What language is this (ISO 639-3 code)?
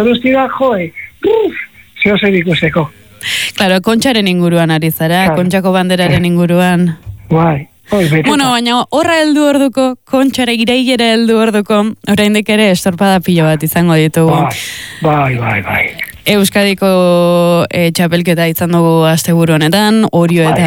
eus